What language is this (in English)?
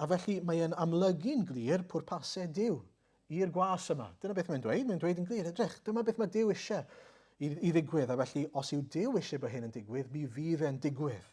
Welsh